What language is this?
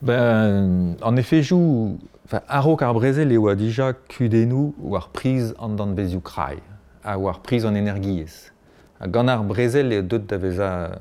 Breton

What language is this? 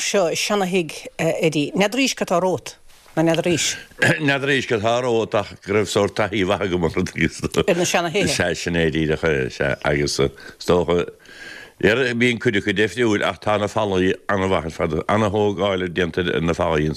Irish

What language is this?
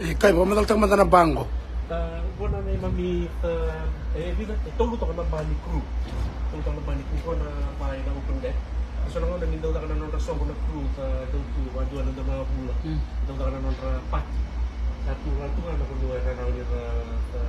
Fijian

